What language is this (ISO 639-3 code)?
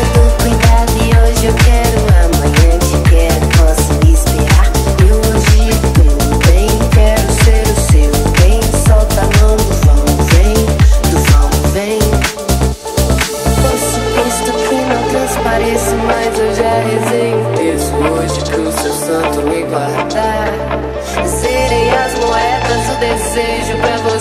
por